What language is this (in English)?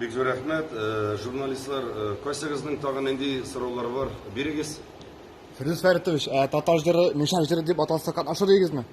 Tatar